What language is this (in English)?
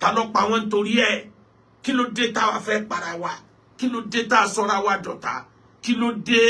Yoruba